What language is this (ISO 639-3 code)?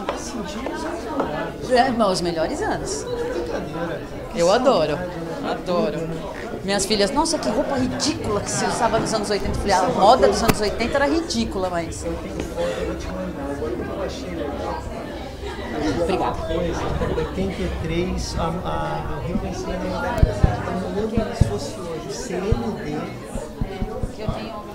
por